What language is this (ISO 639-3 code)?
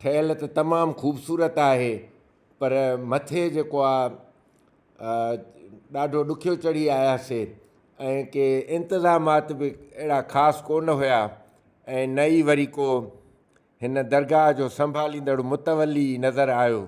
snd